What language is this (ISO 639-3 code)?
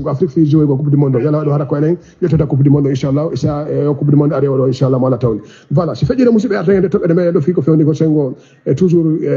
ful